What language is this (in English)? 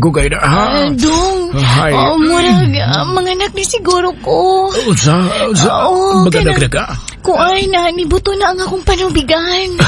Cebuano